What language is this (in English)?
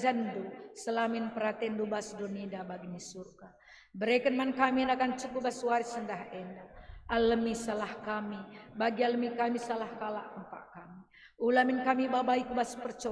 Batak Karo